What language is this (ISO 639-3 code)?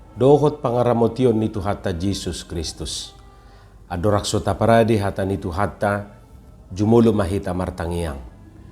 bbc